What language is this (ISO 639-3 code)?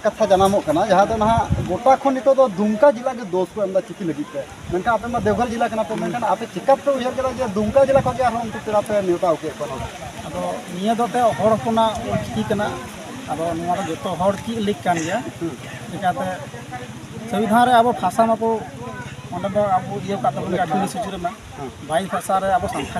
sat